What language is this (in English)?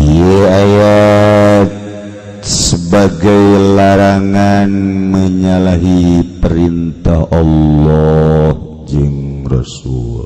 Sundanese